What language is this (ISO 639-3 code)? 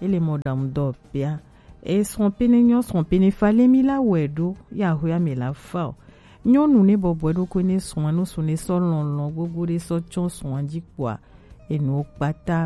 gej